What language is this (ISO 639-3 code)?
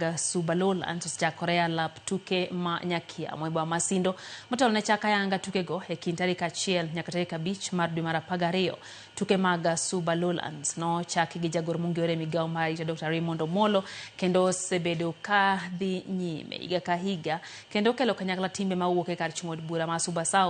luo